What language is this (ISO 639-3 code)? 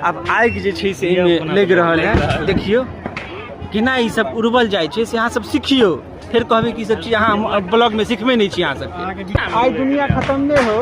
mai